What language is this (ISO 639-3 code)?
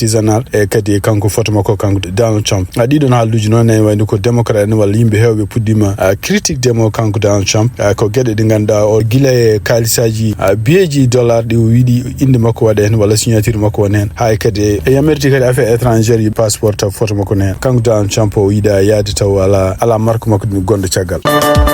ful